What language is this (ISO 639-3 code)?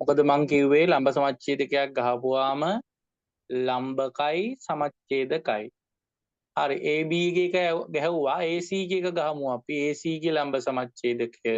sin